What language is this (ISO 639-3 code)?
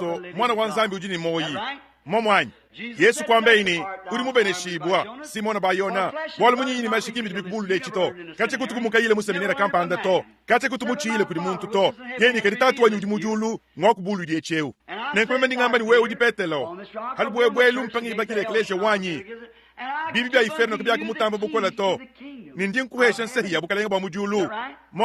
lua